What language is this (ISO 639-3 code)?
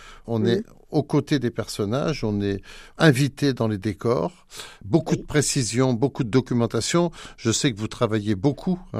fra